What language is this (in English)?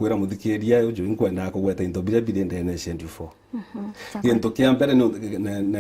Meru